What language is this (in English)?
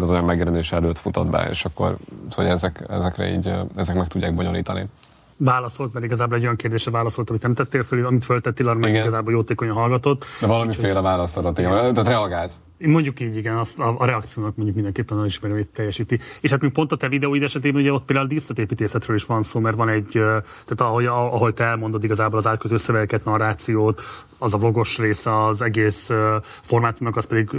Hungarian